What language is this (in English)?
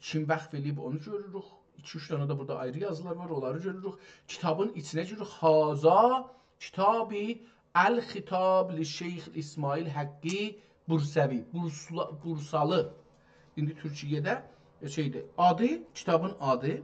South Azerbaijani